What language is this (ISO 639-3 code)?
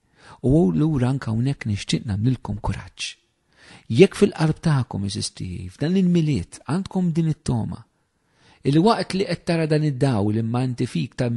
mlt